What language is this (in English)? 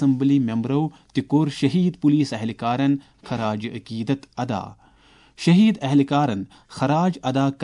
Kashmiri